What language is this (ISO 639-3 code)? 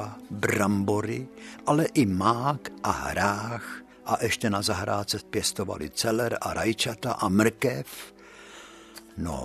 ces